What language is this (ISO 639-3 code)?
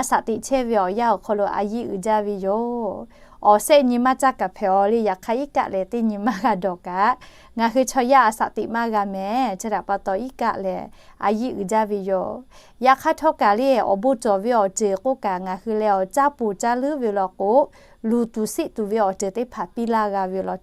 lhu